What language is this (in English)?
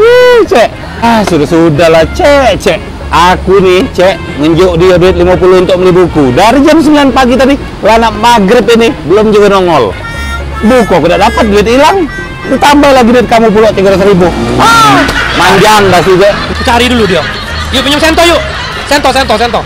Musi